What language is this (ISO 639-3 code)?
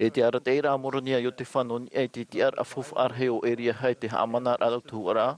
tah